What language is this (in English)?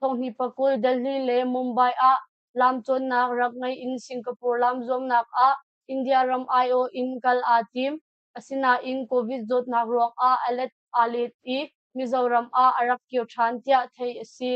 Hakha Chin